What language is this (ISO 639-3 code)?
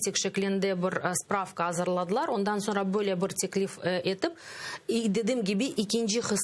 crh